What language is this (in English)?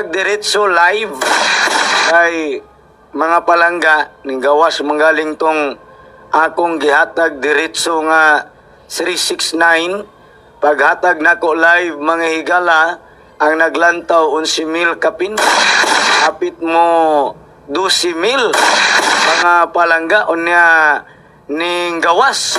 Cebuano